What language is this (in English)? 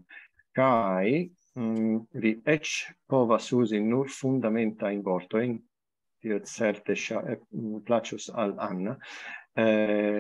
Esperanto